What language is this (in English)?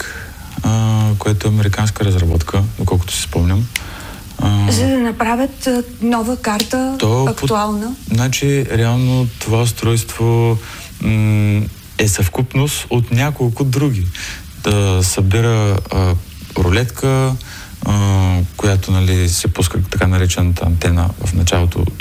Bulgarian